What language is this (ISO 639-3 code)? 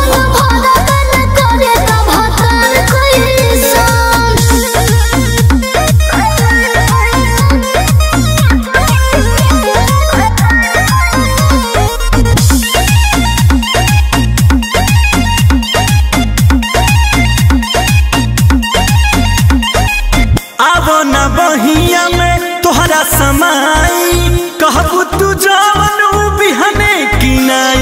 bho